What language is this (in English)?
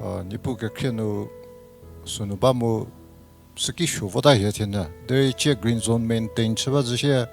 Angami Naga